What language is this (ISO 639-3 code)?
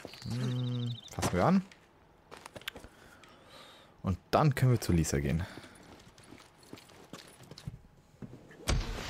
deu